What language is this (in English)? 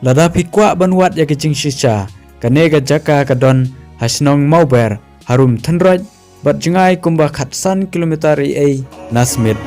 Khasi